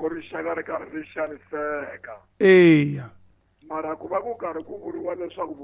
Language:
Tsonga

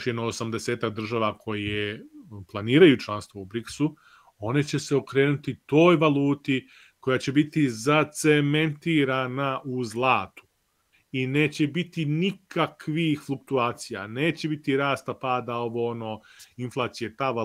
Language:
Serbian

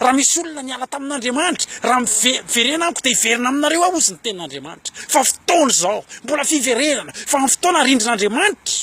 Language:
Malagasy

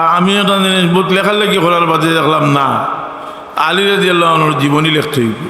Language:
Sylheti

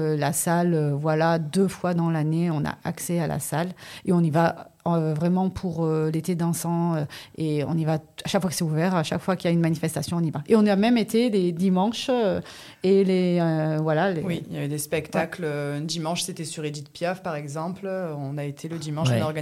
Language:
French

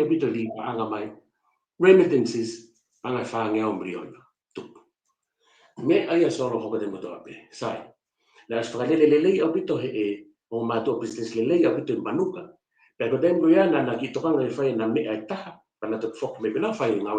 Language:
Tongan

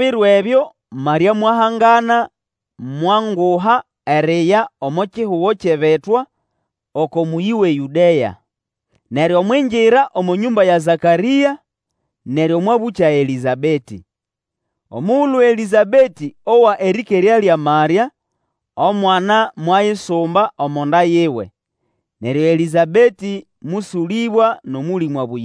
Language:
Nande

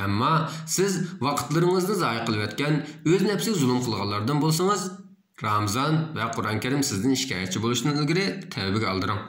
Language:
Uyghur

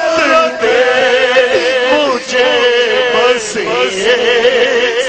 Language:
Urdu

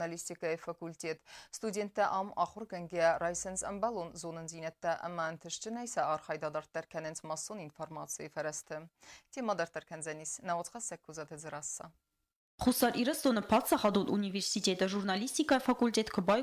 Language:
Ossetic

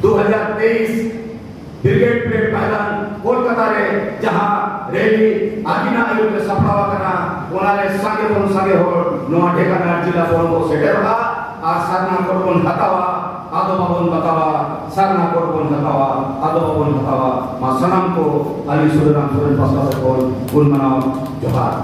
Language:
Santali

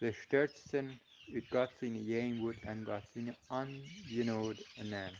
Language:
Plautdietsch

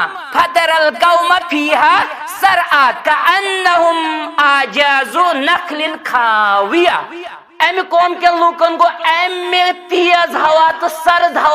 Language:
Kashmiri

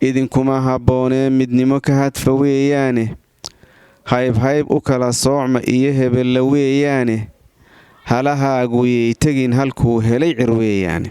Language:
Somali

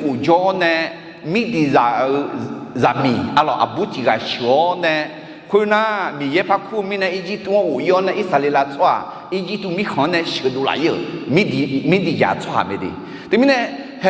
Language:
Akha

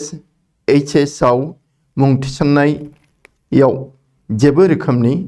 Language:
Bodo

